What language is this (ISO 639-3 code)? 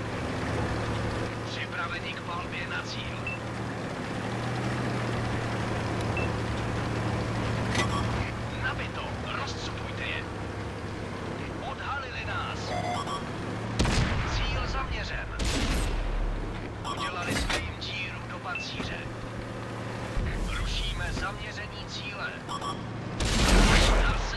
ces